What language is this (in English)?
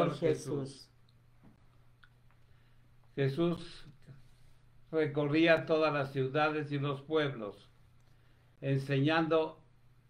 Spanish